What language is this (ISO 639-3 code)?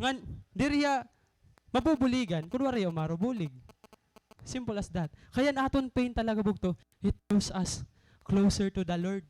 war